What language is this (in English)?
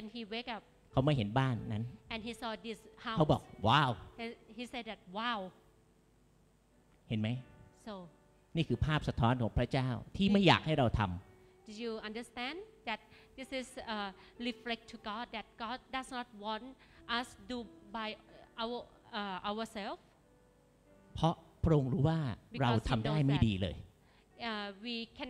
Thai